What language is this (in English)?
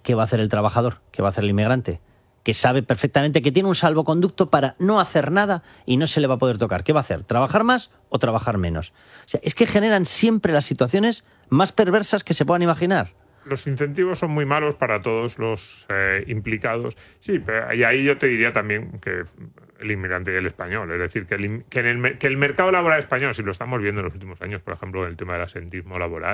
Spanish